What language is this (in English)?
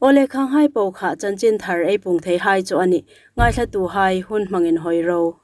Hmar